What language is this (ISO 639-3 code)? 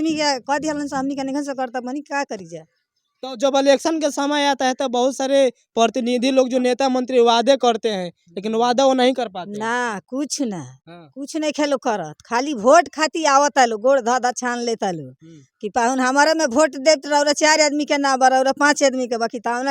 bho